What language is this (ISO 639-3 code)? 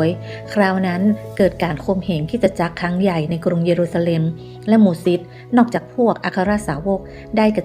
nod